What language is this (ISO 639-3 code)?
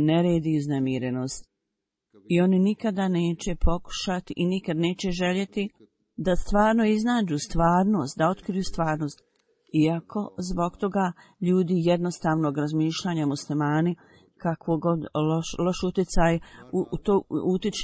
bos